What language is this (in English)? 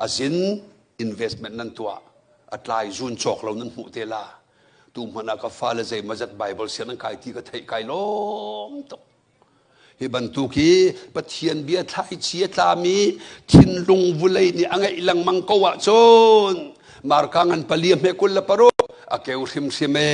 Hakha Chin